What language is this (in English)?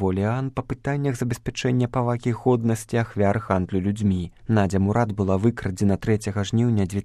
Belarusian